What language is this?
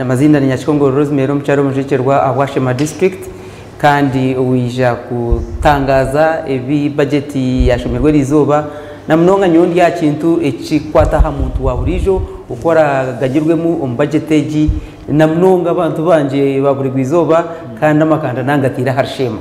Nyankole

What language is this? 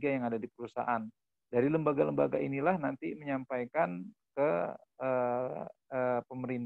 Indonesian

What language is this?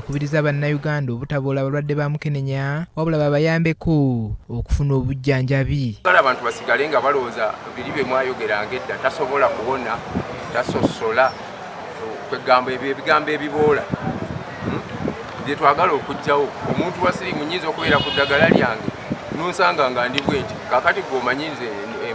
Ganda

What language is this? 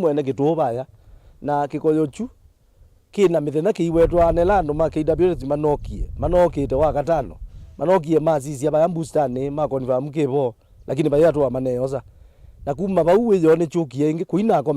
Kamba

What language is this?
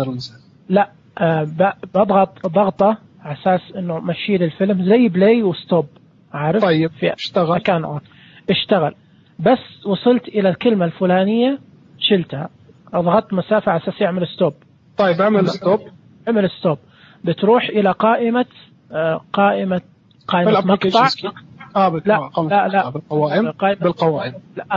Najdi Arabic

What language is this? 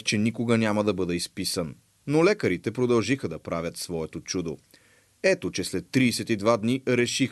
Bulgarian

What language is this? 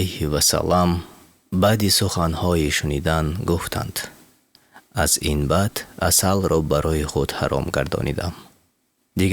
Tajik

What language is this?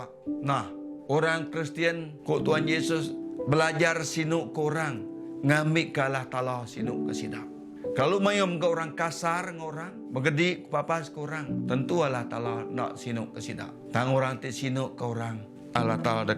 Iban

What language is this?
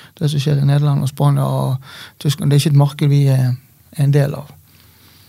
Norwegian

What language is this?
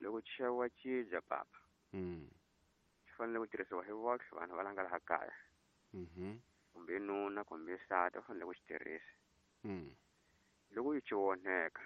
Tsonga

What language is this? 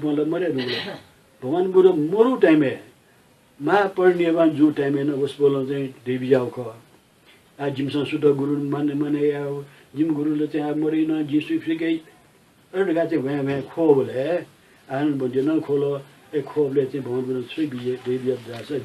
Newari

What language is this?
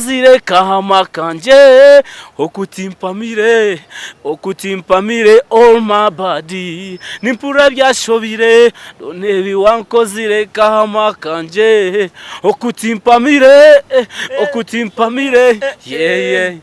Nyankole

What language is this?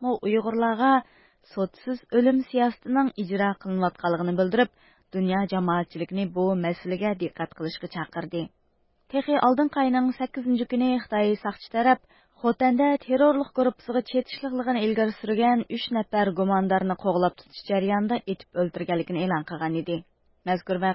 Uyghur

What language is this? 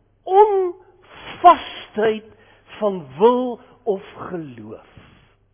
Afrikaans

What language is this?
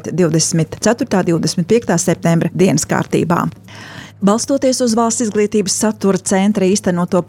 Latvian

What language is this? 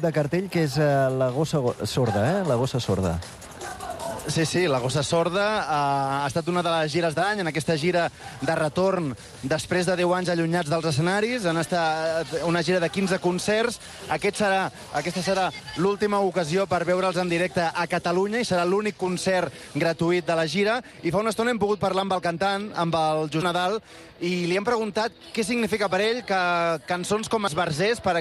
Catalan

